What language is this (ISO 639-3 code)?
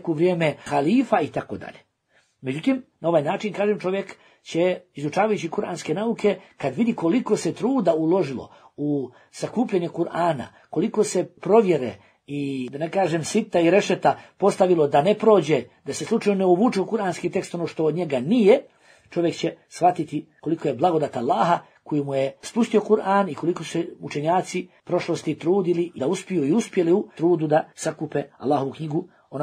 bos